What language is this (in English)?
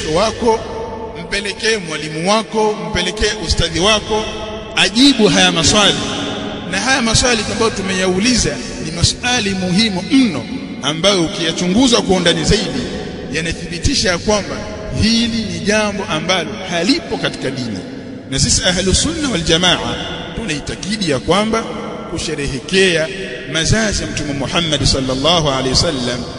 Swahili